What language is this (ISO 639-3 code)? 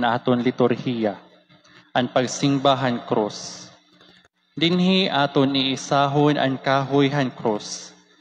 war